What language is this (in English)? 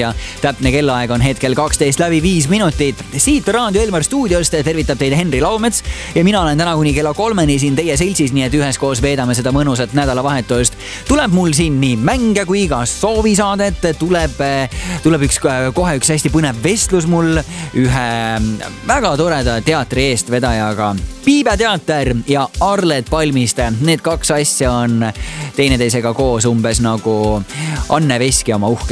Estonian